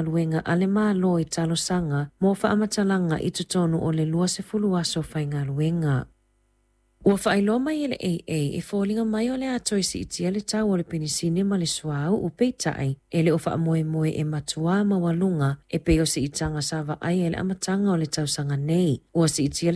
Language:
Samoan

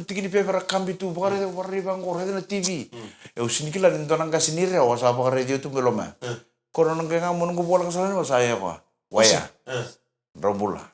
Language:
Fijian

